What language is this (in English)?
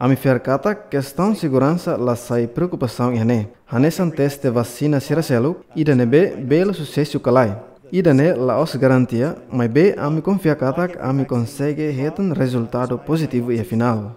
Tetum